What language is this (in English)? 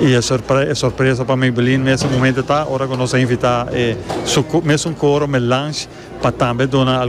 Papiamento